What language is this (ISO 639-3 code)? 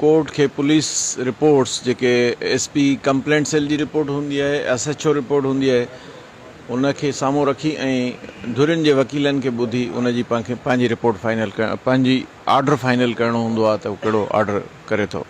snd